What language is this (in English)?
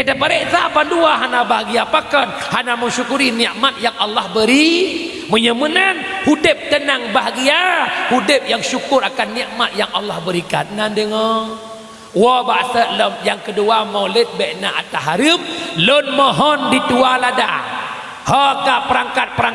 Achinese